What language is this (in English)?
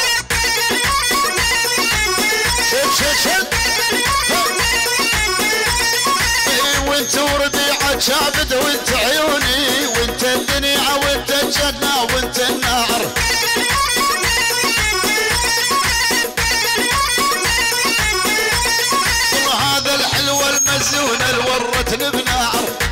Arabic